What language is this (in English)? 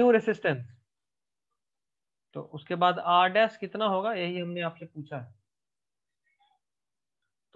Hindi